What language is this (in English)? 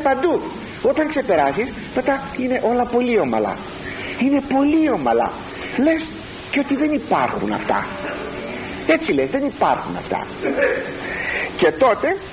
Greek